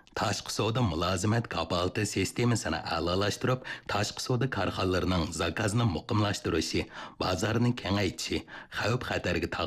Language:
Uyghur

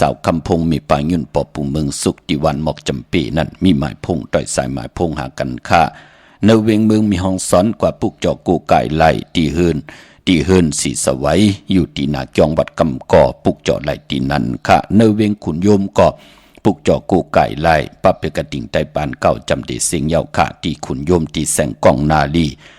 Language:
Shan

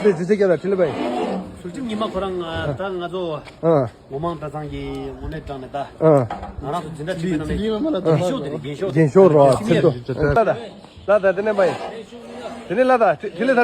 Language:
Tibetan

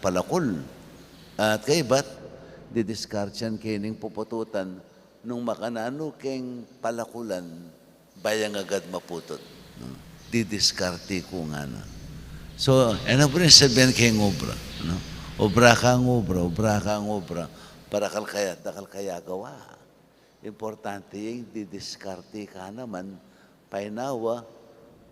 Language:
Pampanga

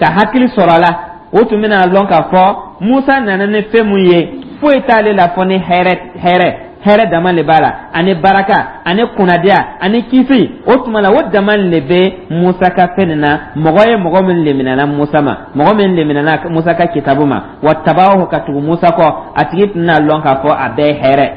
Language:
Dyula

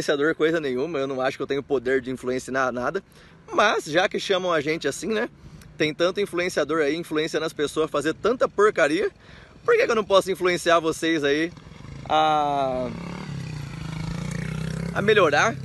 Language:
Portuguese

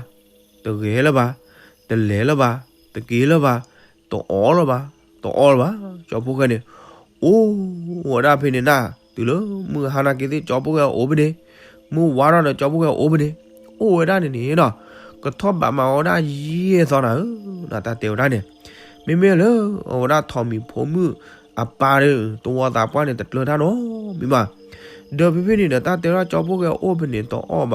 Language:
S'gaw Karen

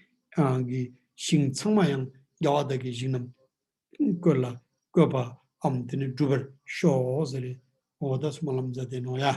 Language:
Ladakhi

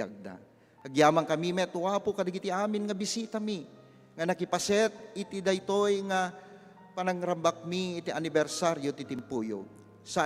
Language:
Iloko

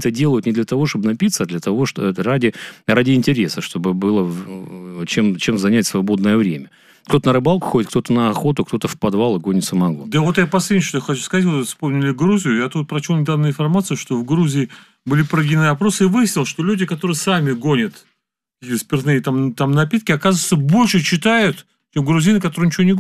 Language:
Russian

